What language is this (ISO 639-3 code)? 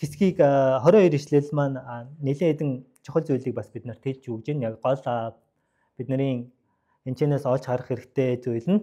mon